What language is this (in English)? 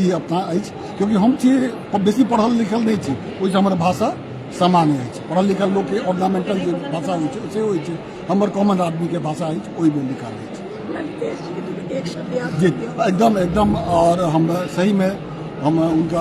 Maithili